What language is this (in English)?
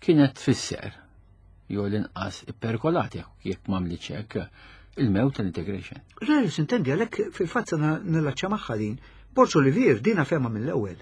Maltese